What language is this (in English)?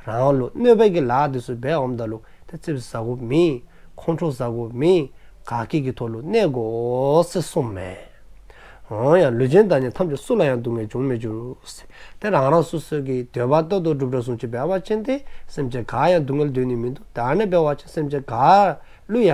Dzongkha